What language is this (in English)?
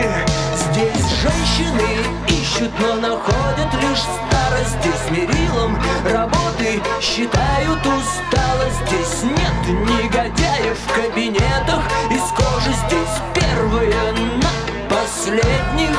Russian